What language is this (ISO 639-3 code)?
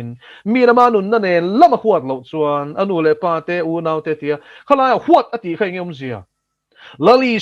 lus